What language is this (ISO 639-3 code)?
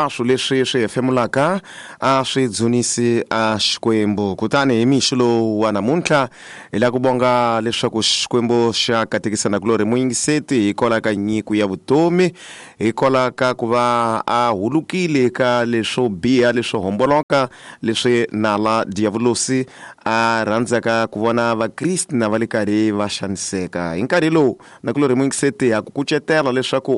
tso